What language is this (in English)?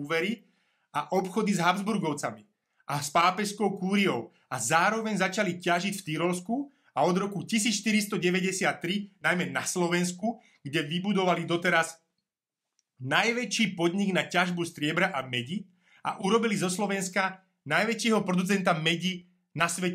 Slovak